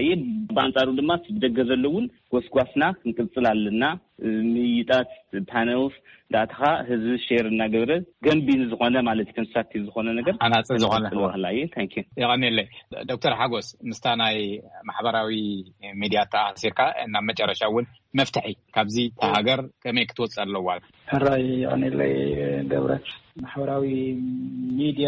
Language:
Tigrinya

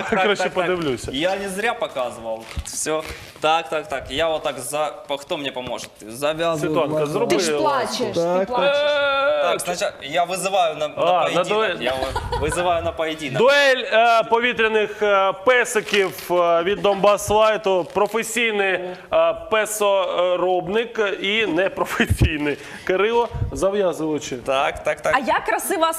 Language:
Ukrainian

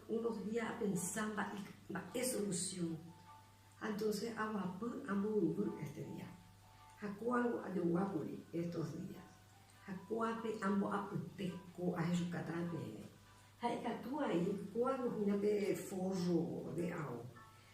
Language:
Guarani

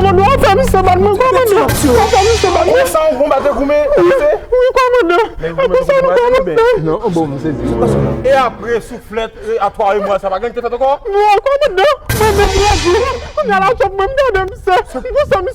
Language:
Haitian Creole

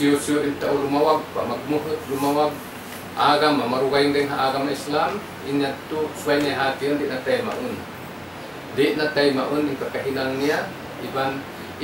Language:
Tausug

